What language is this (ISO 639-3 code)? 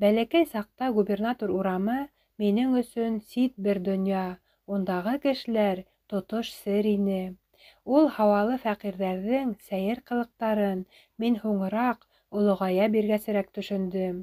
bak